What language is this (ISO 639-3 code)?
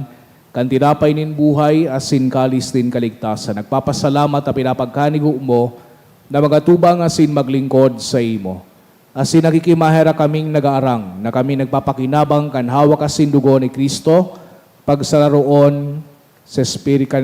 bik